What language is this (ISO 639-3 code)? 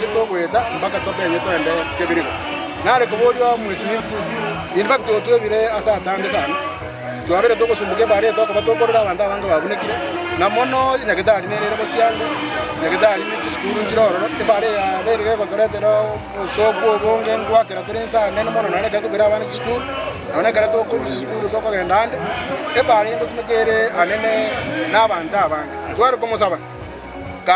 guz